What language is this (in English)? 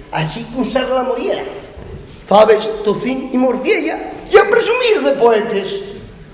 Asturian